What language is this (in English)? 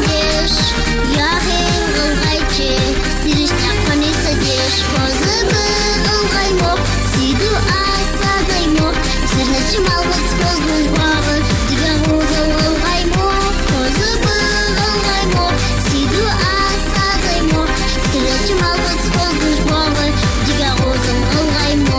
Ingush